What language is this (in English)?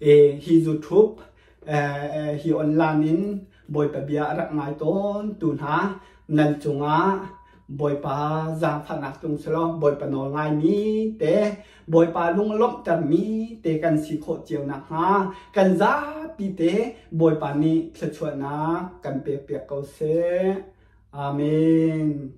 Hakha Chin